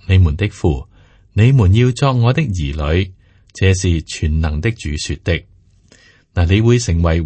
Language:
Cantonese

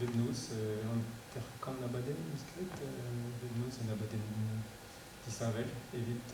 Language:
Breton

